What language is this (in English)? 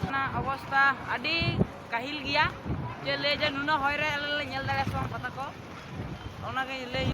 Santali